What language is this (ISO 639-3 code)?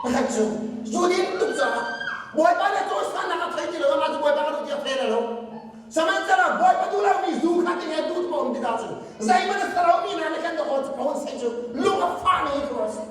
cnh